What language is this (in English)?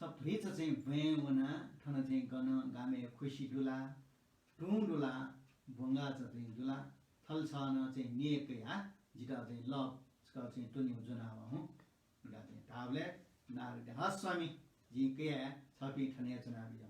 Newari